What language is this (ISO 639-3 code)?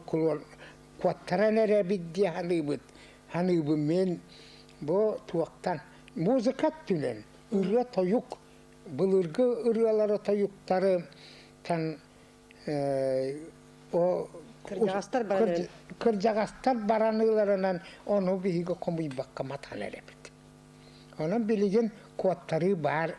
sah